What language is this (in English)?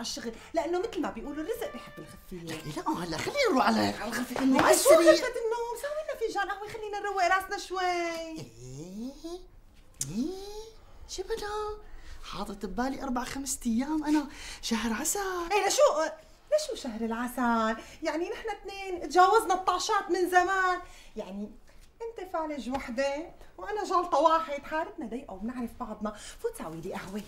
North Levantine Arabic